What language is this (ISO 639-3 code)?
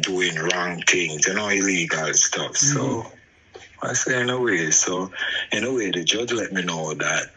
jam